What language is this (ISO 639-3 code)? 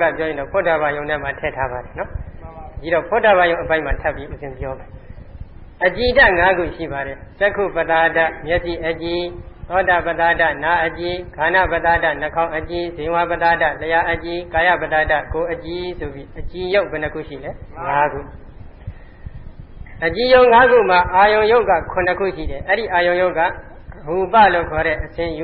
mya